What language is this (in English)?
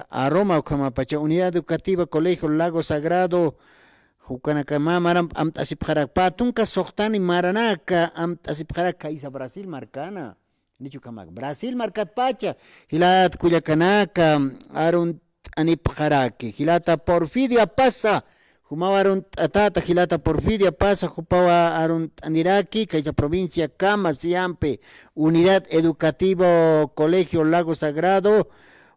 Aymara